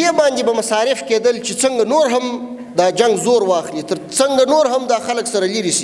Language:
Pashto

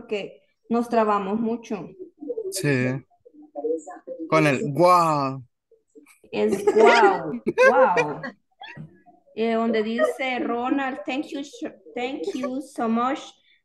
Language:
Spanish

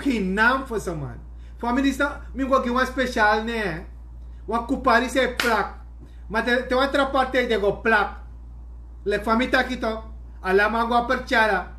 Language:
Sranan Tongo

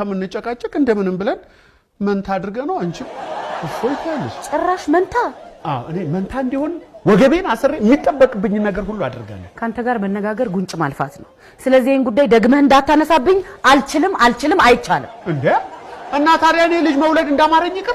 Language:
Amharic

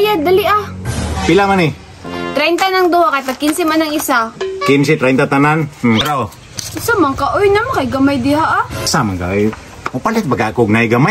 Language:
Cebuano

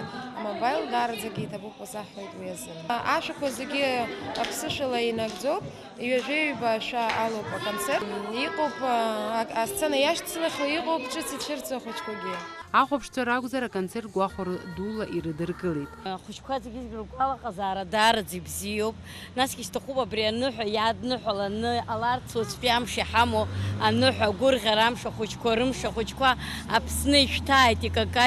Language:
Abkhazian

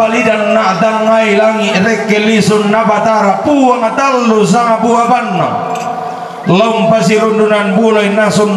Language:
Toraja-Sa'dan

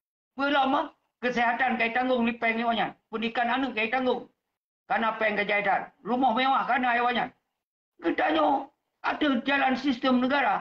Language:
Achinese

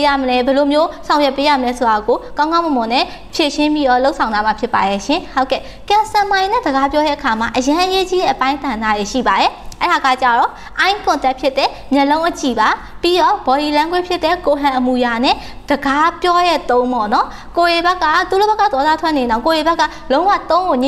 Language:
Burmese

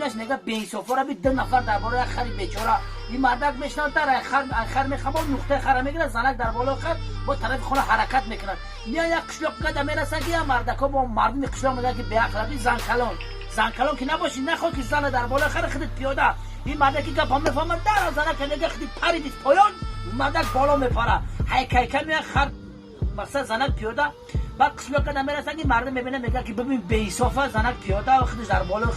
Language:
Tajik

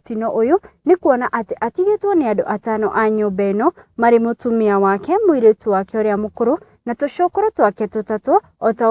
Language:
Kikuyu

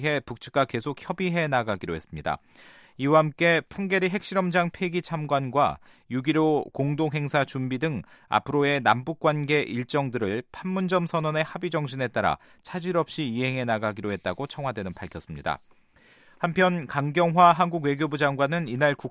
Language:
Korean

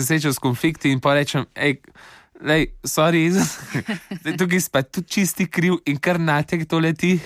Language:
Slovenian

